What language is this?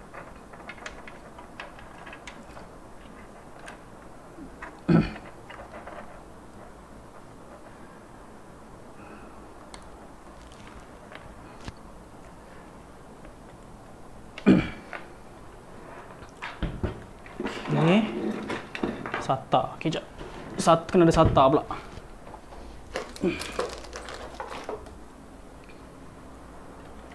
Malay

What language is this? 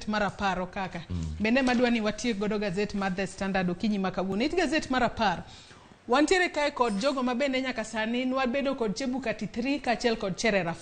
Luo (Kenya and Tanzania)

